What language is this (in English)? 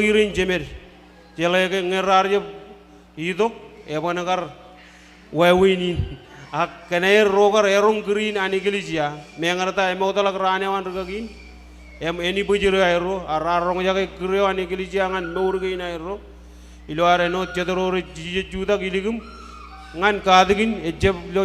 Marshallese